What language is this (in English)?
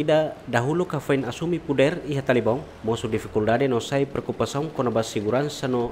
Tetum